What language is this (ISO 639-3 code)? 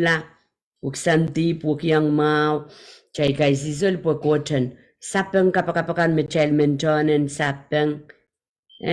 pon